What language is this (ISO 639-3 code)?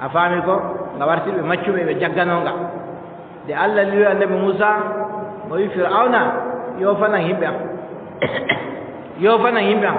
fub